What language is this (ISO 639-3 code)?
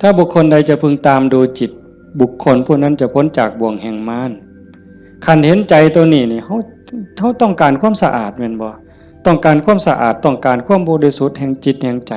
tts